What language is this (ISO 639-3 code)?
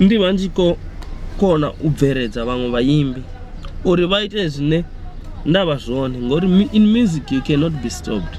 ven